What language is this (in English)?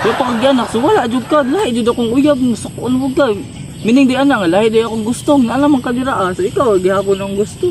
Cebuano